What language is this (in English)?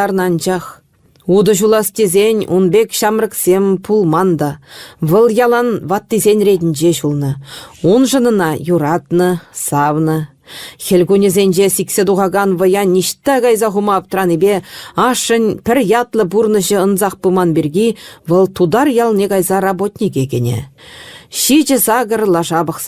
Chuvash